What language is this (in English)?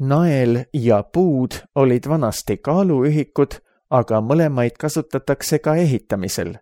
Estonian